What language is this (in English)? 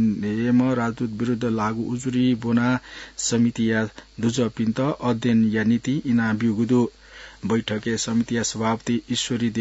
Newari